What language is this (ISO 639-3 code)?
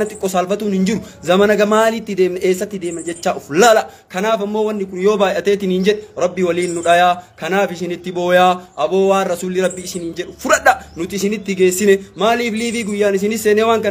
orm